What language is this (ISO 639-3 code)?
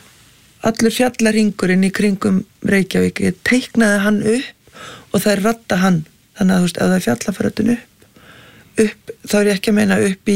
isl